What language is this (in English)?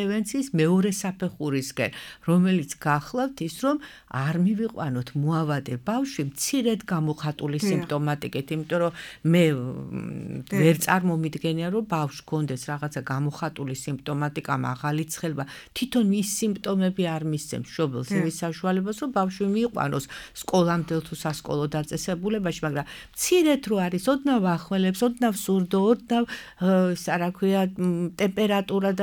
Georgian